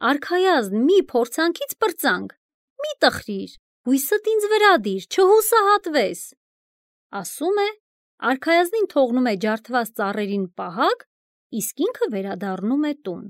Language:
Armenian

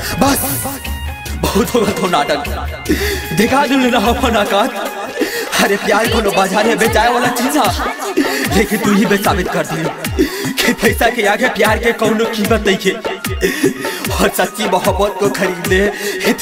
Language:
Bhojpuri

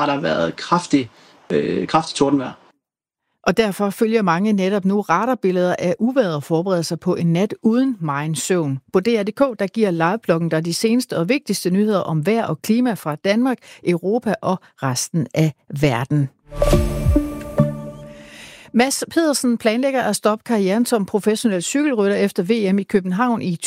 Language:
Danish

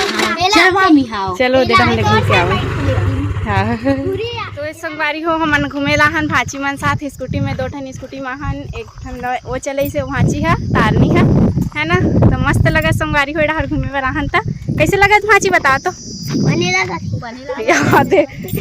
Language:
Chhattisgarhi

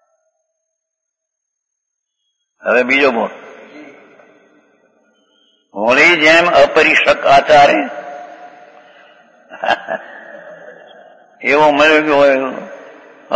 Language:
Gujarati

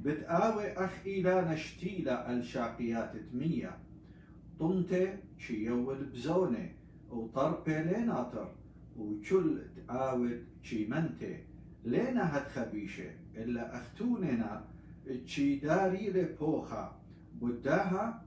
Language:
Assyrian Neo-Aramaic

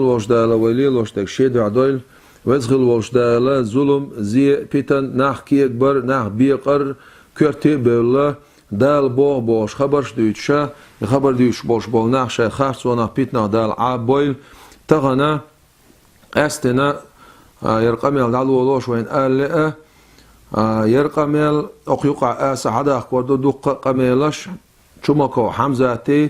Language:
Chechen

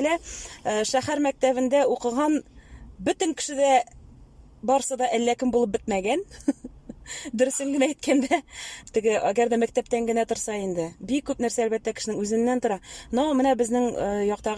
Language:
Tatar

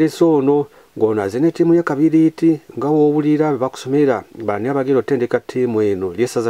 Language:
Ganda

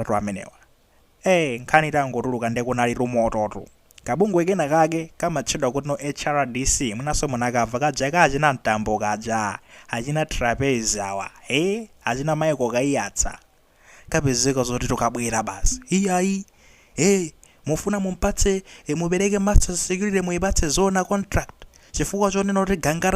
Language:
Nyanja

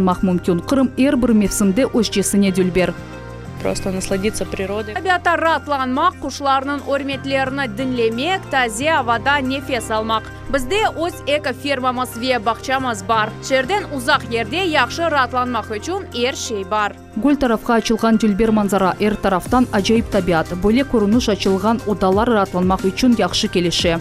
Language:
Crimean Tatar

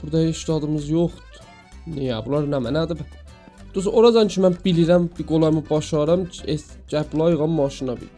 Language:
South Azerbaijani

